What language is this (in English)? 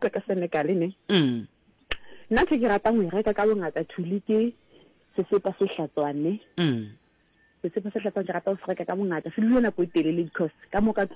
Southern Sotho